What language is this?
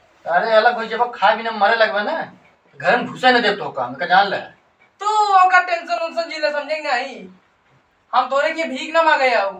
Awadhi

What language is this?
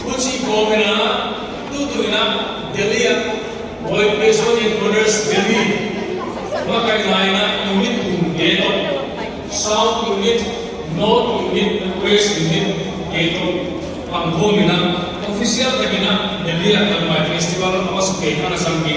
Paite Chin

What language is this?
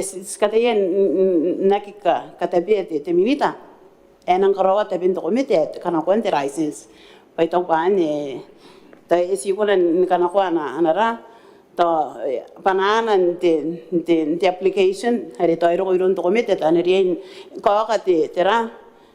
Gilbertese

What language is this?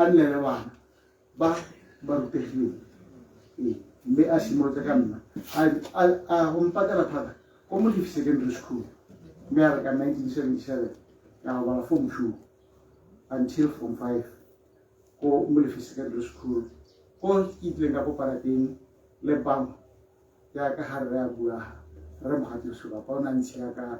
Tswana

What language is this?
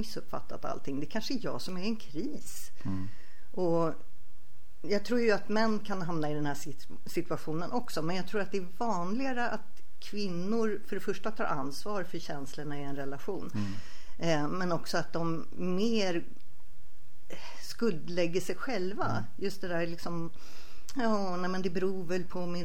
Swedish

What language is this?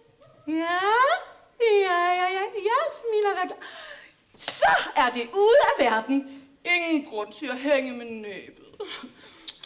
Danish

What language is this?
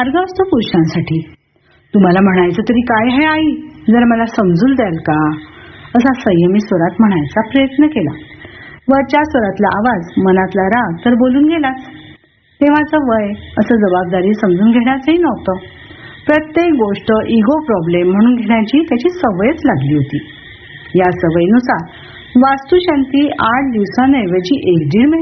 Marathi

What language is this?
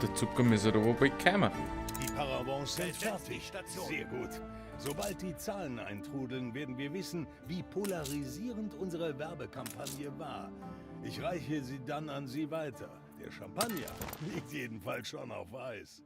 Bavarian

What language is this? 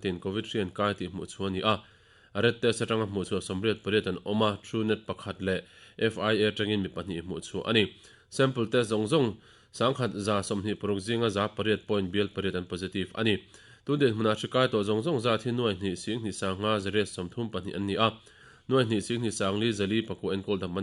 Mizo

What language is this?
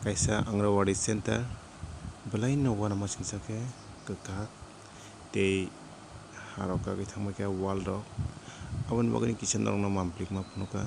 Kok Borok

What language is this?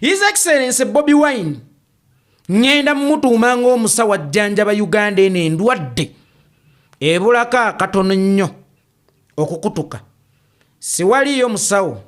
Ganda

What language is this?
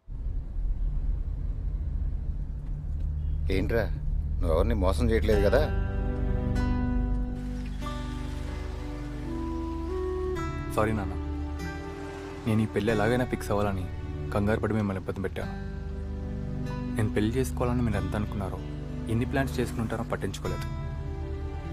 Telugu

